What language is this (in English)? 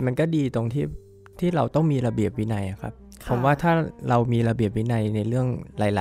Thai